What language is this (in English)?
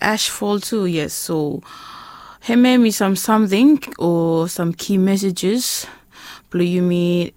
Bislama